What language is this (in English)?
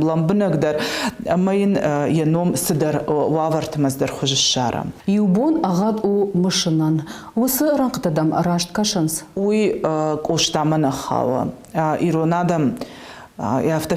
Ossetic